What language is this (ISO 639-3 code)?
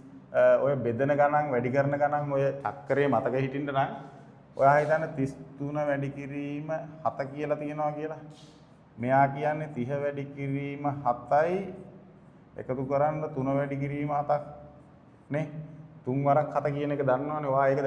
sin